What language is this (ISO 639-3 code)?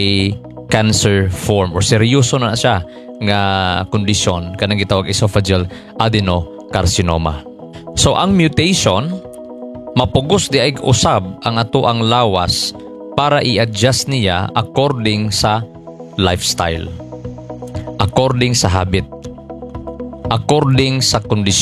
ceb